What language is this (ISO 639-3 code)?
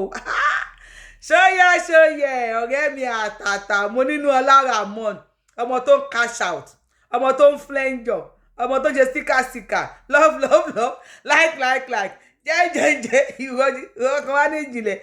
yor